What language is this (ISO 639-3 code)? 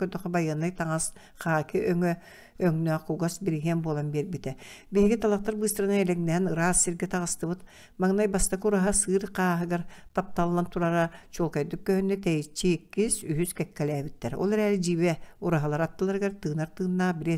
sah